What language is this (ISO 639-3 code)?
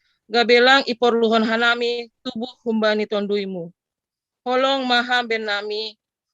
bts